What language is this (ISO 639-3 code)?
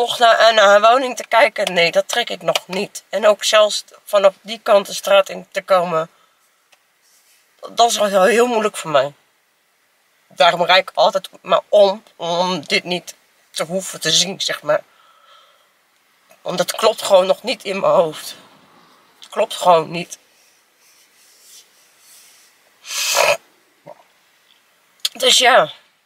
nld